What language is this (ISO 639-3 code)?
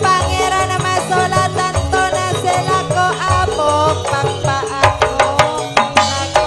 mad